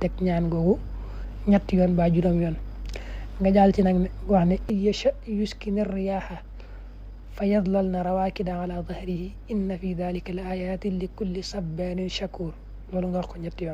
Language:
Wolof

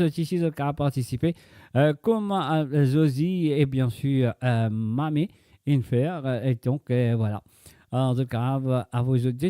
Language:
Morisyen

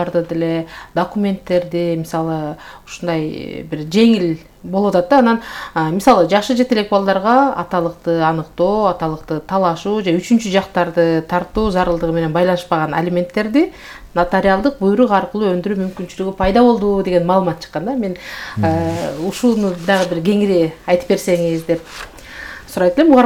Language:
Kyrgyz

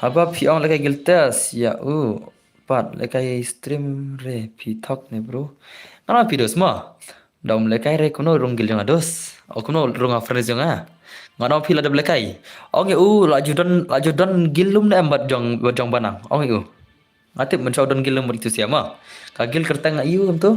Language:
Khasi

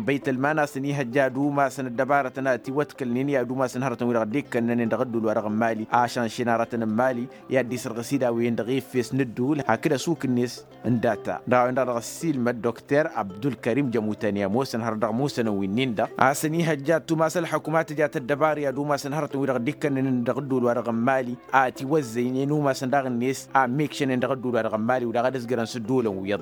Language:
Tamasheq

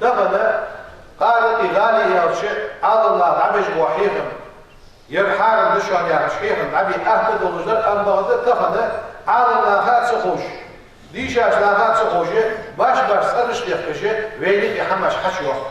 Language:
Ingush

